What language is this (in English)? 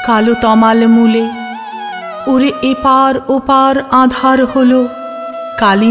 Bangla